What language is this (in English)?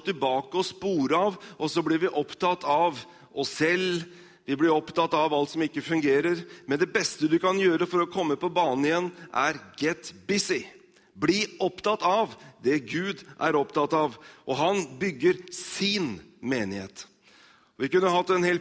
Norwegian